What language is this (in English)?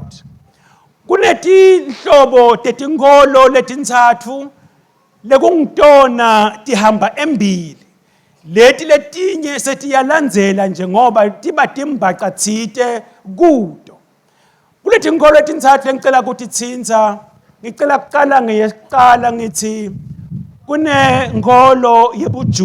Swati